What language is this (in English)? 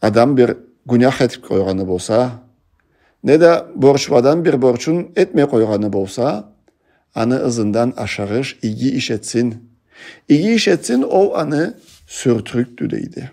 Karachay-Balkar